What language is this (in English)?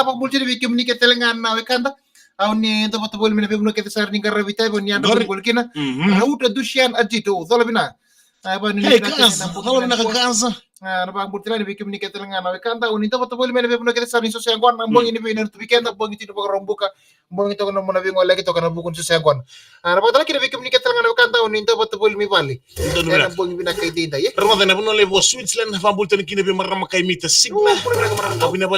Fijian